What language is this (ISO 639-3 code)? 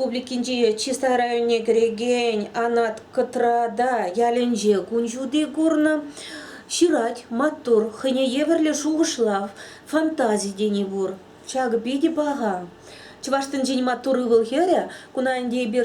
chv